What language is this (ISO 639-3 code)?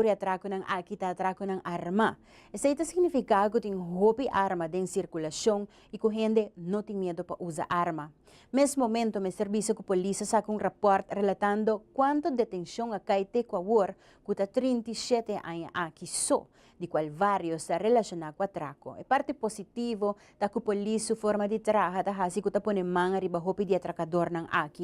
pap